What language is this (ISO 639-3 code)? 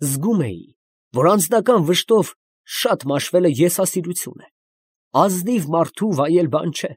hye